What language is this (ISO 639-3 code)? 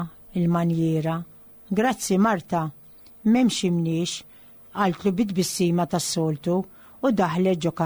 mlt